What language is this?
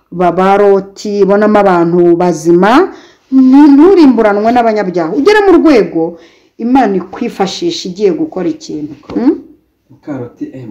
Kinyarwanda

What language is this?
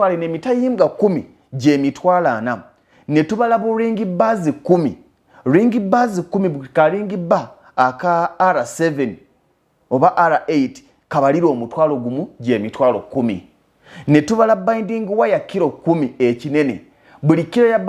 Ganda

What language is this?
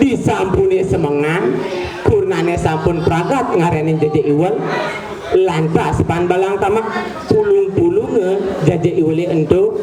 Balinese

